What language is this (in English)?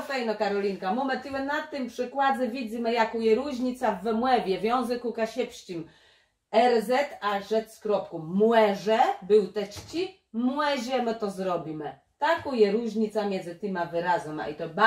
Kashubian